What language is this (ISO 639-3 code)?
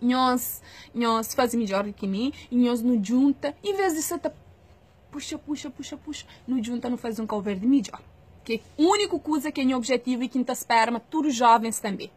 kea